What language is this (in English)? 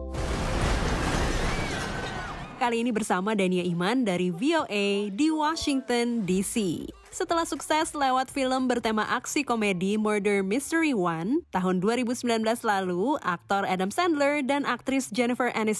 Indonesian